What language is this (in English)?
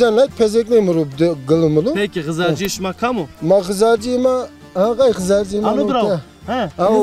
Zaza